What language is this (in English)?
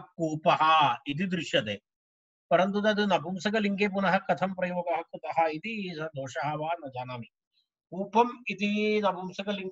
Sanskrit